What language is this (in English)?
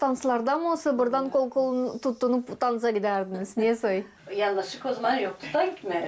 Gagauz